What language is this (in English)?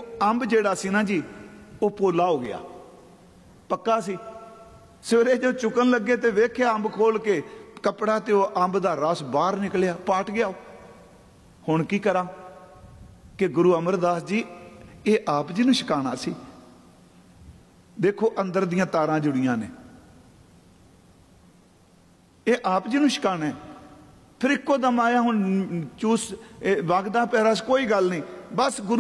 Punjabi